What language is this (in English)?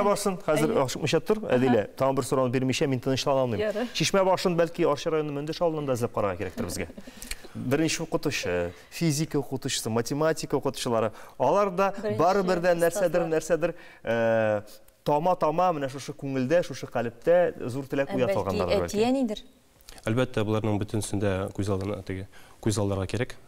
Tatar